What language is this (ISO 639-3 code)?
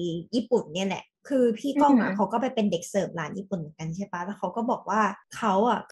tha